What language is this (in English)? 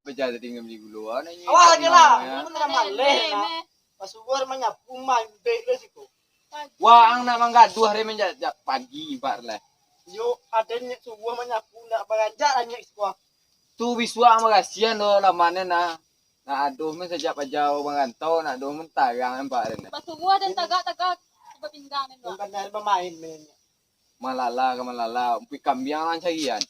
Minangkabau